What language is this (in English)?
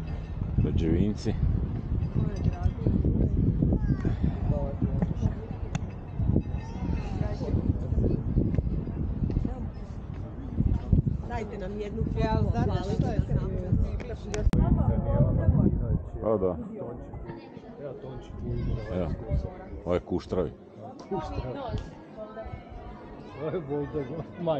Croatian